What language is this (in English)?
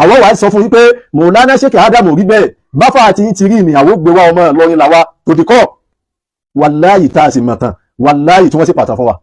Yoruba